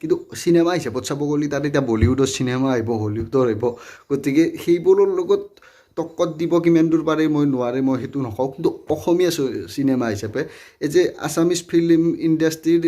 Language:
Assamese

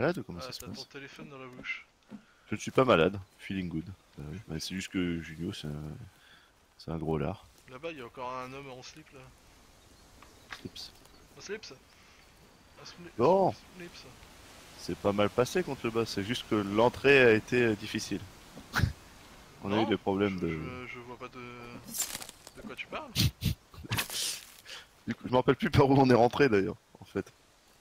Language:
French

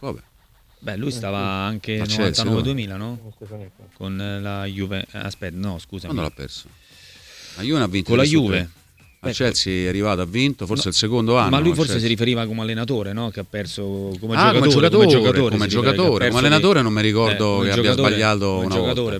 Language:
Italian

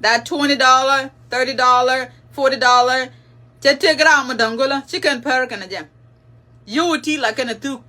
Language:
Nuer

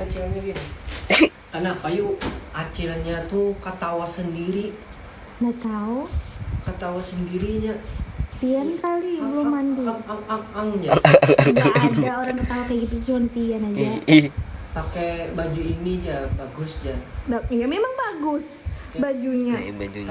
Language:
Banjar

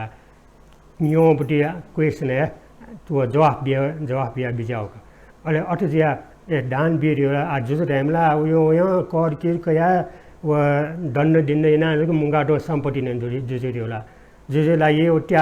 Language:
Newari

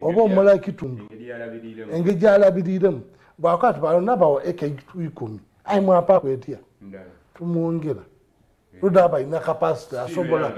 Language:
Soga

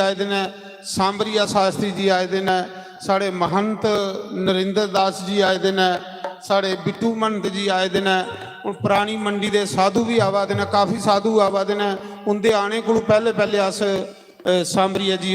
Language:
Dogri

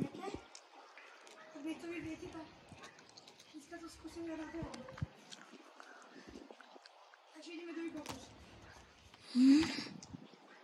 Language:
Slovak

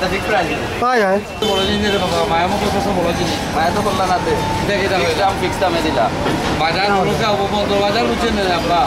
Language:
Sylheti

